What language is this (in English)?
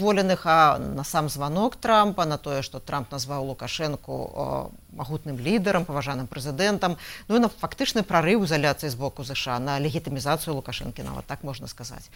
Belarusian